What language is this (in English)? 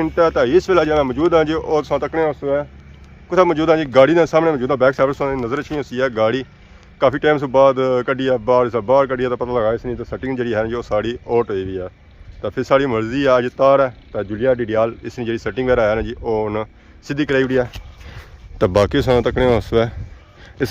Pahari-Potwari